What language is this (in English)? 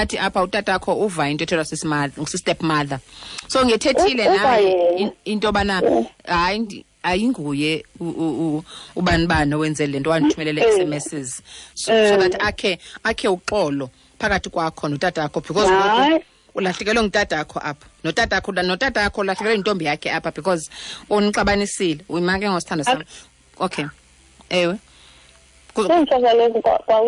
Xhosa